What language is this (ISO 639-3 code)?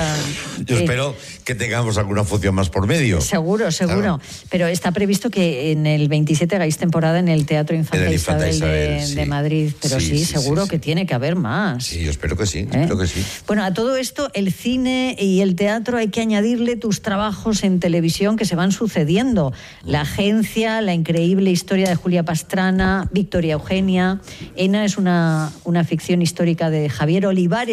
spa